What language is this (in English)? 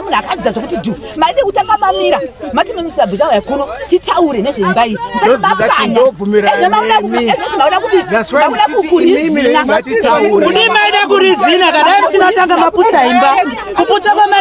Shona